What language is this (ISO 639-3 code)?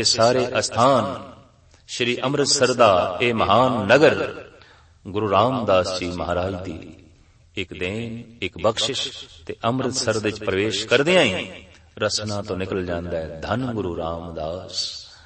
pan